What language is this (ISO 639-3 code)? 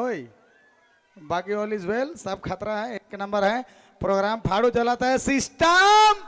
sck